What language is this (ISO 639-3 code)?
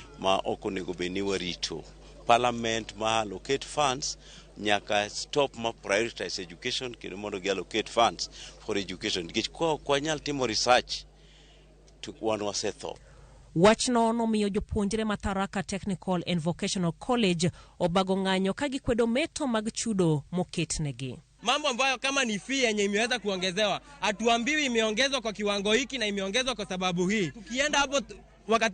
luo